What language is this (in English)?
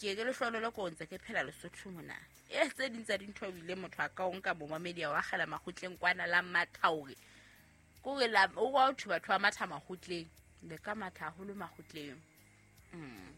Southern Sotho